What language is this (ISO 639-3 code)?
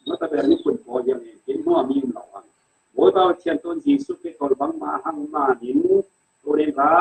cfm